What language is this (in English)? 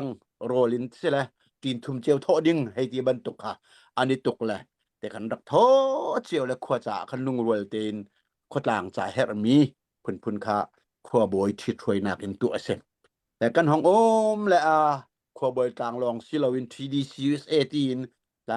Hakha Chin